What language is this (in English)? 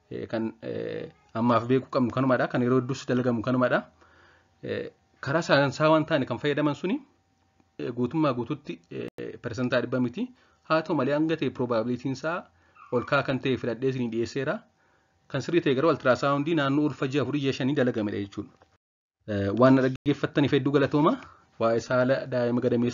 Oromo